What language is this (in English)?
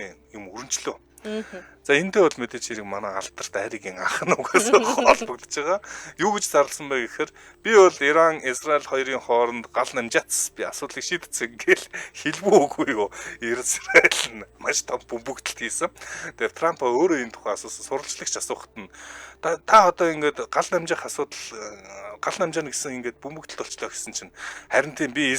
Mongolian